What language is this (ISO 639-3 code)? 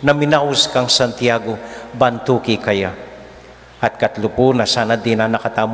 pam